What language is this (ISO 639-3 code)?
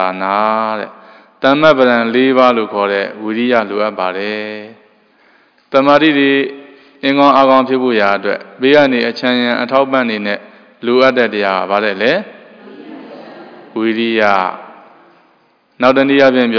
mya